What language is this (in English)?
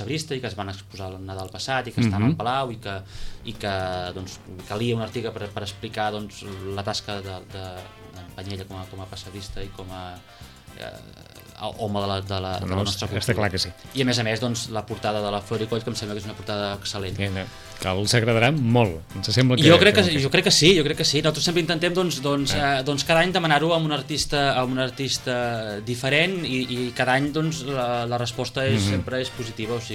Catalan